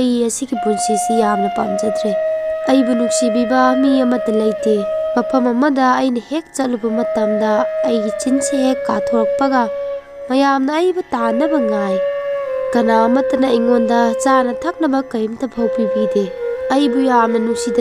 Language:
Manipuri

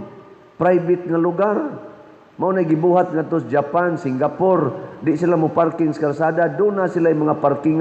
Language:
Cebuano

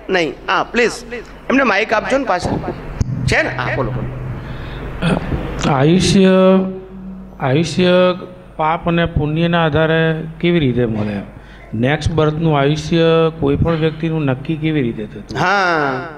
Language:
Gujarati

